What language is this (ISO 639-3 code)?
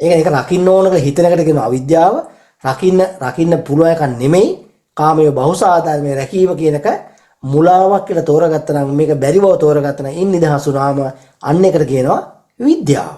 sin